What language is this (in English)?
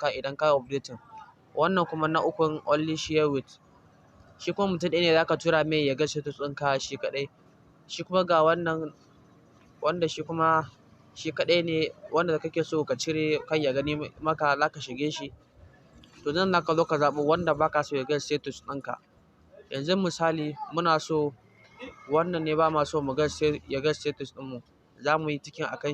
Hausa